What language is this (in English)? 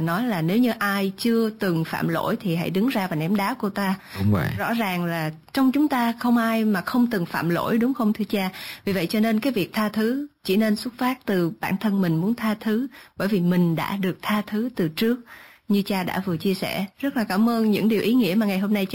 Vietnamese